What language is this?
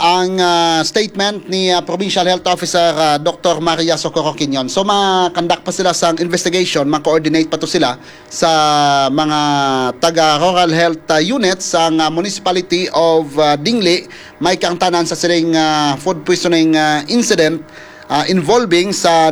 Hiligaynon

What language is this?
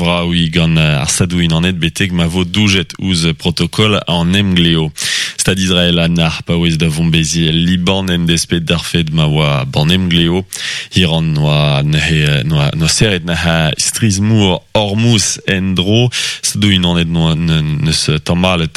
Breton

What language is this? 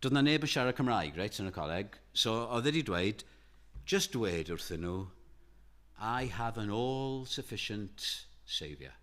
Welsh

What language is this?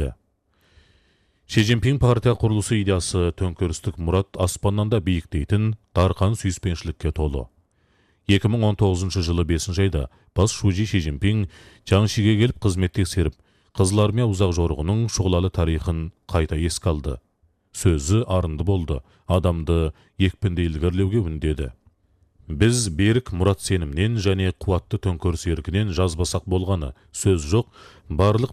Kazakh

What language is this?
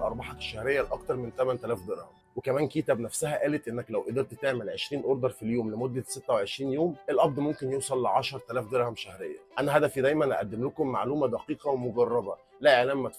Egyptian Arabic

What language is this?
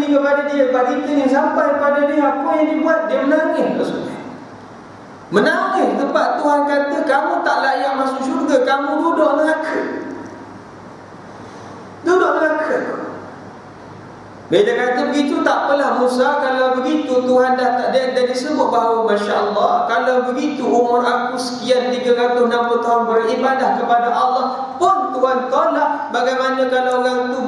Malay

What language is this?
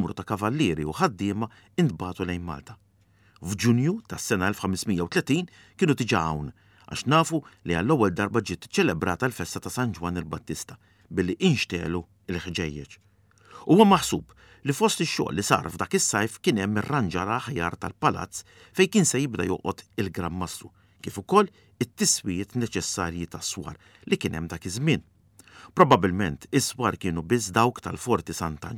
Maltese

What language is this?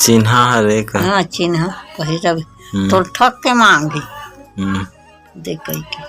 Chhattisgarhi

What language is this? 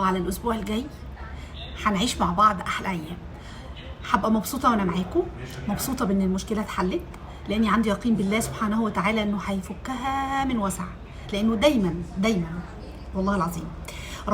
Egyptian Arabic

